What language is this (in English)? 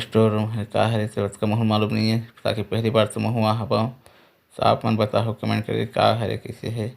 Chhattisgarhi